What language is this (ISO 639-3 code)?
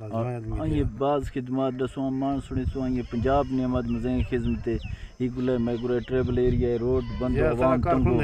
bgp